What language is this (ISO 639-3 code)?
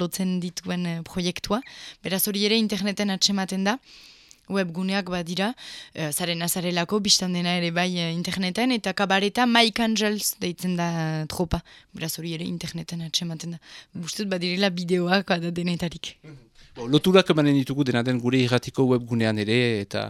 eus